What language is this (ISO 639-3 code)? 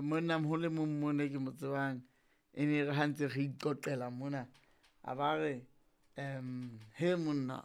sot